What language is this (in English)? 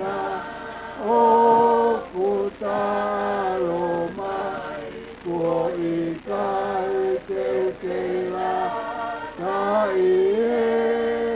Tongan